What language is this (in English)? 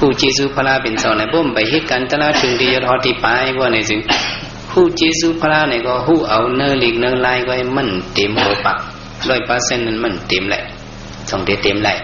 Shan